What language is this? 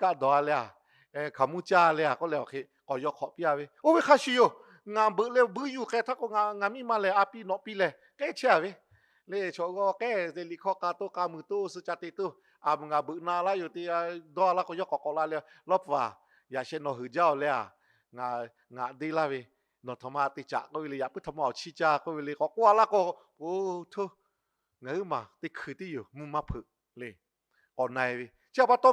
Lahu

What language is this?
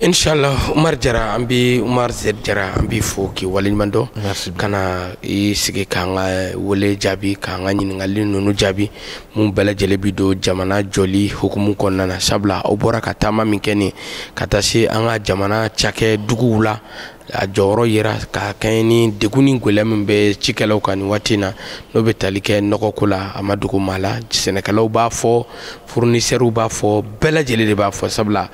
Bambara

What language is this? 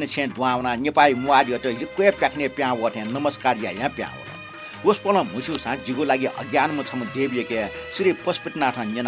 Newari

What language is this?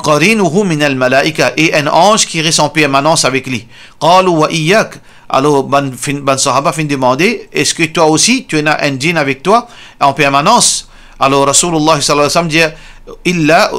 Morisyen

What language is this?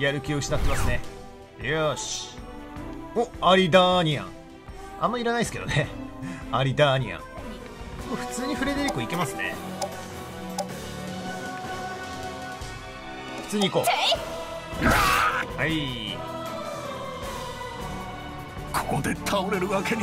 Japanese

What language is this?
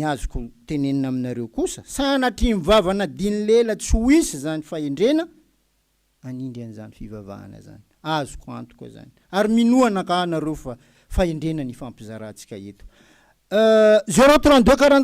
Malagasy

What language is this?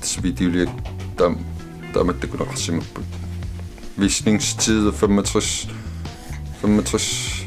Kalaallisut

